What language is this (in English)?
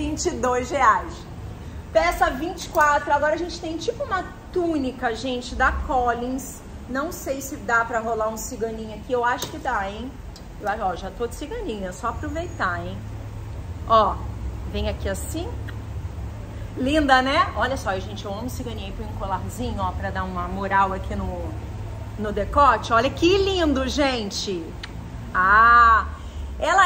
Portuguese